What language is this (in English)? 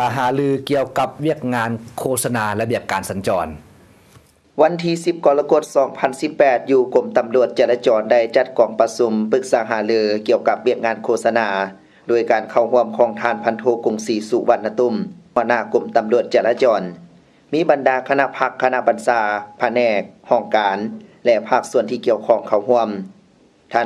Lao